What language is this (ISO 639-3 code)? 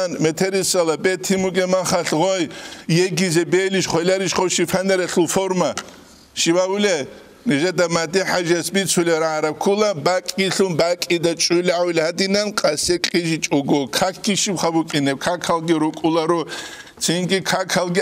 ava